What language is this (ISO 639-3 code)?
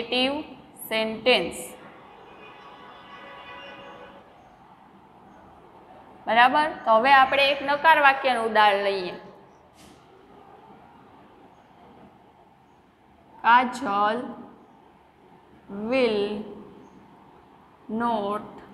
guj